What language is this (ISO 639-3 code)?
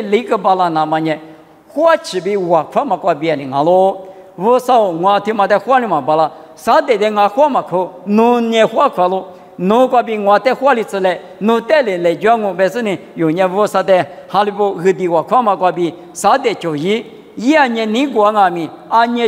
lis